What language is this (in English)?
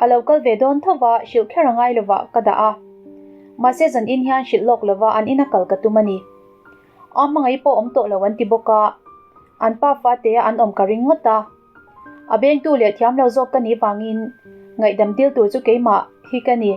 Mizo